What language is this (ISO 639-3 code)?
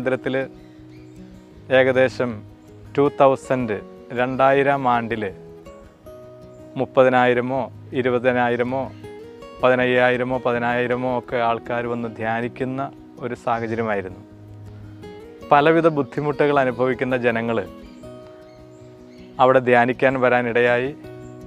mal